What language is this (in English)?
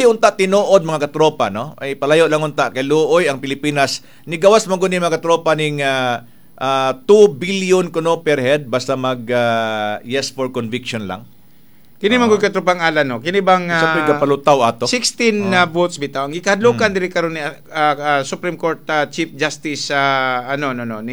Cebuano